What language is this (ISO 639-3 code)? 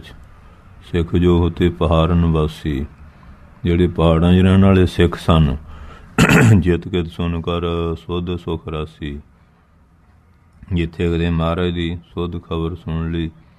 pan